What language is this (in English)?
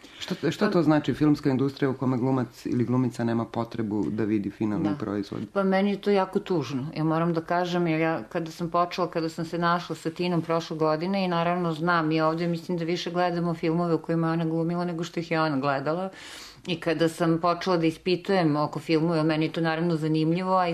Serbian